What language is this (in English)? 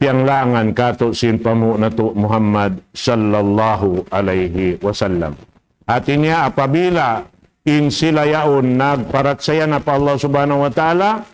Tausug